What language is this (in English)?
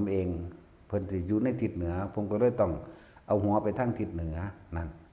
Northeastern Thai